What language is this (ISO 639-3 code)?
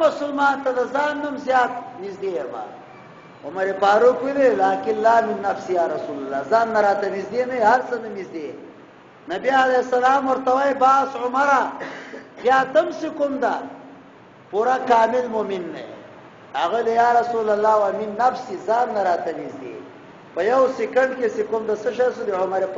pus